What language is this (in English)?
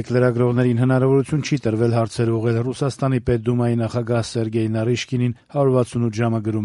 Armenian